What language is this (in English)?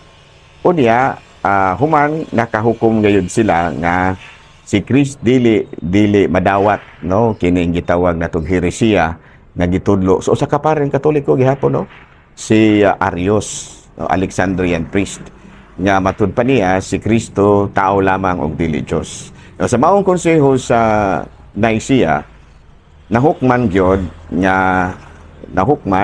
Cebuano